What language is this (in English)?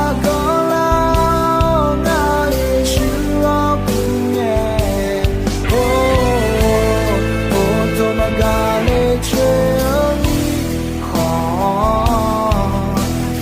Akha